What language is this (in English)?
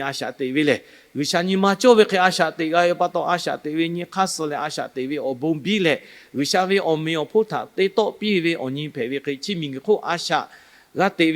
Lahu